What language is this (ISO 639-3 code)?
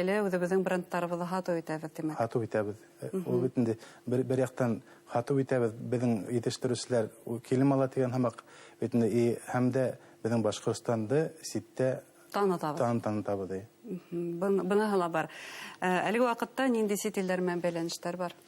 bak